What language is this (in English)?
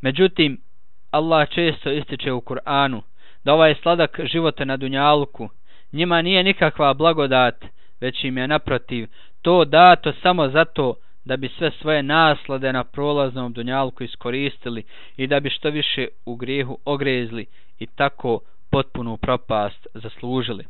Bosnian